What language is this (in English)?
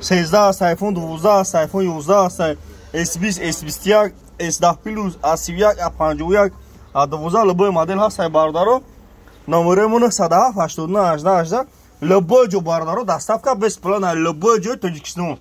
Tajik